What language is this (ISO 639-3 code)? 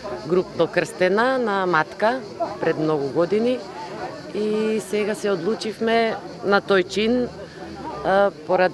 mkd